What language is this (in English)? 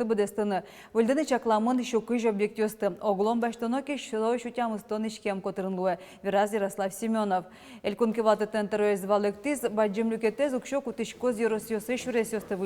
Udmurt